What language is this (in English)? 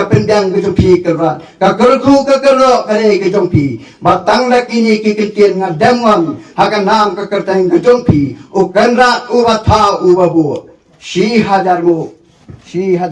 Khasi